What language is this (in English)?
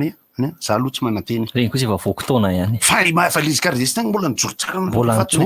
Malagasy